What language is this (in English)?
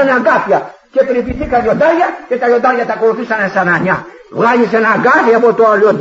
Greek